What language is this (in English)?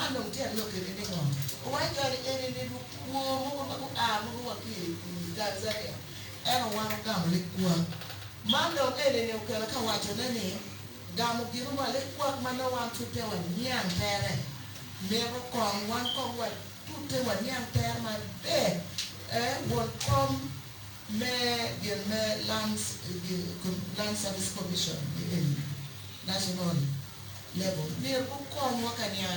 Acoli